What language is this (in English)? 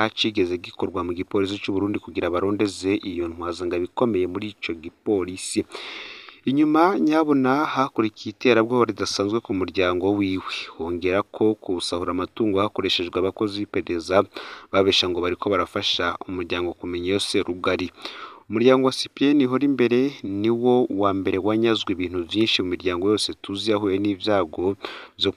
Rundi